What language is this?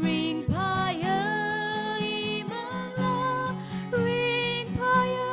Tangkhul Naga (India)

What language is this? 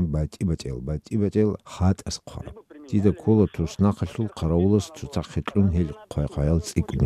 Avaric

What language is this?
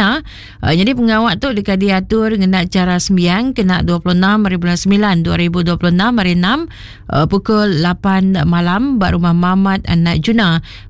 Iban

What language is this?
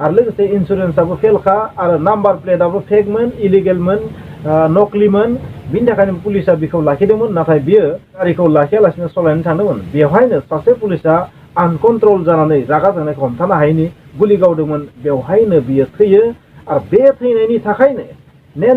Bodo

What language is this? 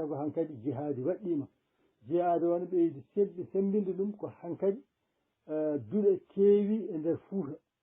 Fula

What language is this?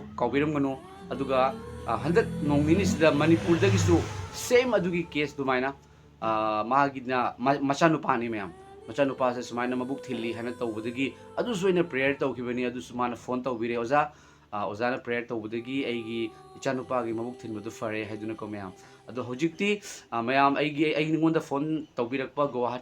Manipuri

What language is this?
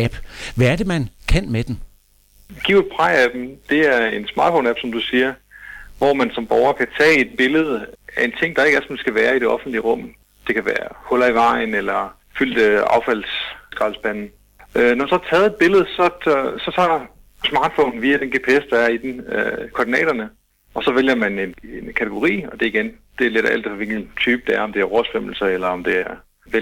Danish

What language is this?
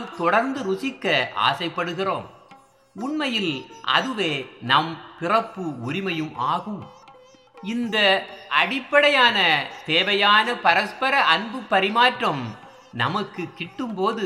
Tamil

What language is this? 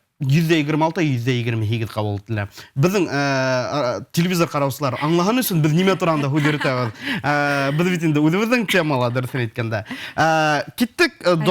Bashkir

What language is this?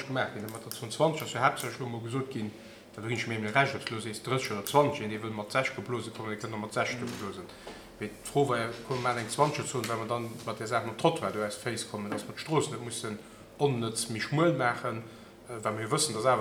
Luxembourgish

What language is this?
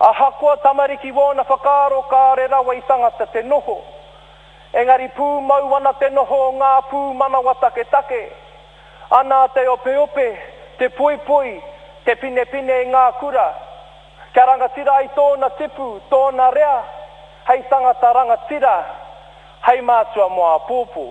Māori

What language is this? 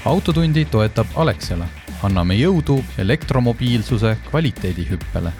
Estonian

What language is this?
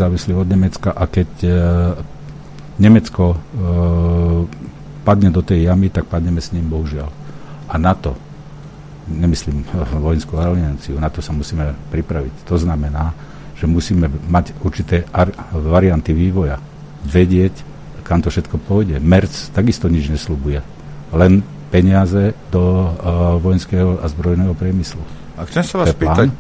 Slovak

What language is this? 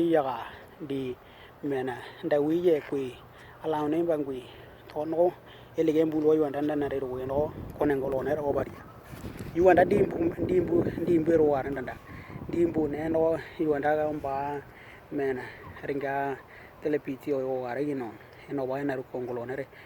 Western Dani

